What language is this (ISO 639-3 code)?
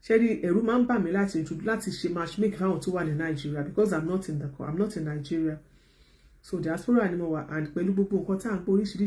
yor